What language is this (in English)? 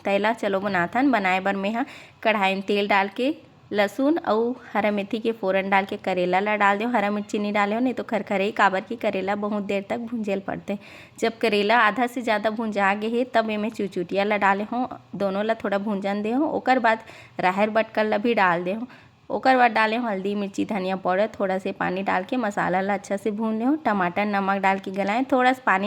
Chhattisgarhi